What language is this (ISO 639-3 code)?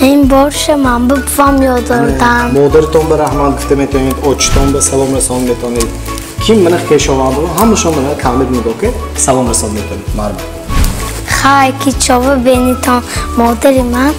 tgk